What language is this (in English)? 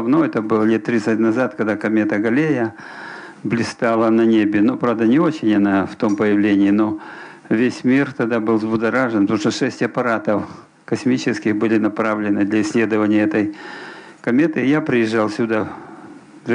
Russian